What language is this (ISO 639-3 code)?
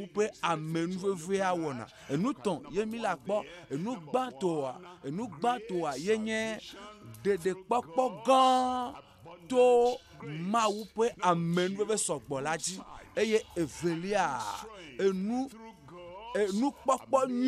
ewe